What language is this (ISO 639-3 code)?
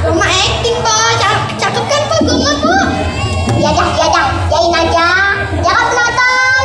bew